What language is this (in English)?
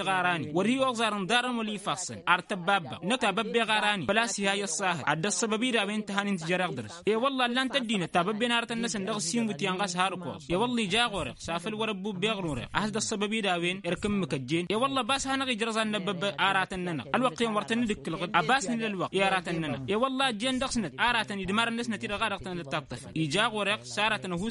Tamasheq